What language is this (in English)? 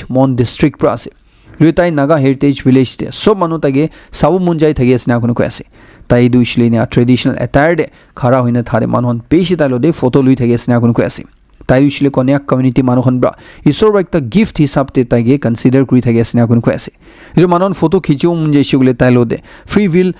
Naga Pidgin